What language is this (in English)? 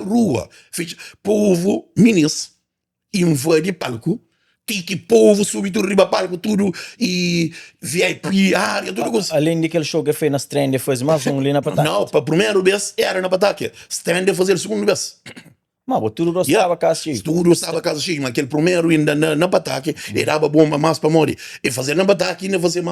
Kabuverdianu